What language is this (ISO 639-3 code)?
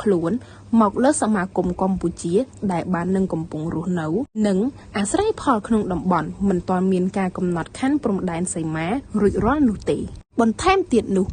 khm